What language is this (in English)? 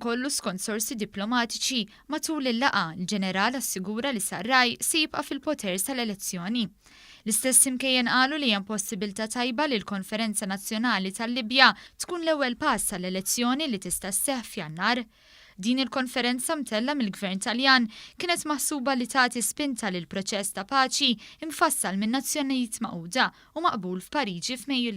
Maltese